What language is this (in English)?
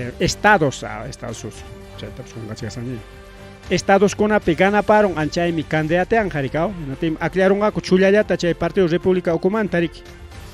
Ayacucho Quechua